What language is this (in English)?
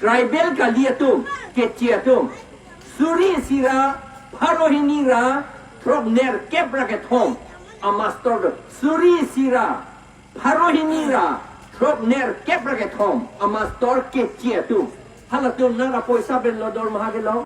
Karbi